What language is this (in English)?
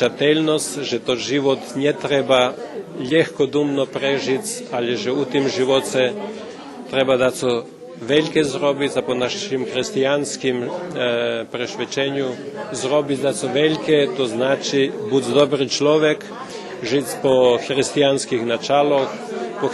Rusyn